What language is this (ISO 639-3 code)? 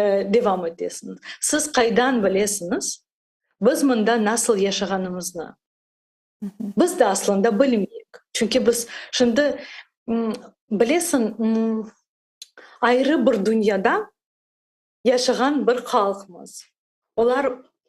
crh